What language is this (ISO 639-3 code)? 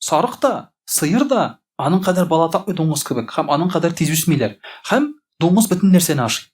tat